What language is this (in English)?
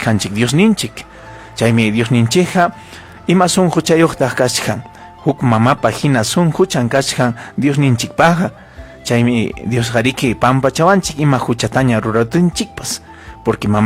Ayacucho Quechua